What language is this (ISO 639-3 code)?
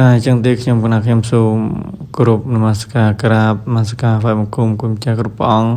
khm